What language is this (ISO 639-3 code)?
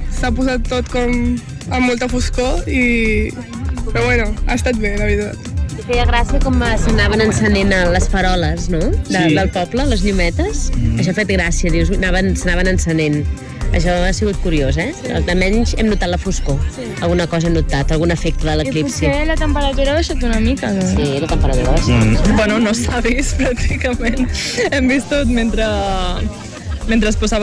cat